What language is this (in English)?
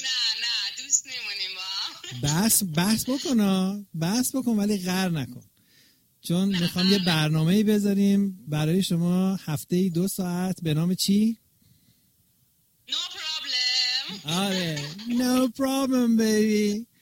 Persian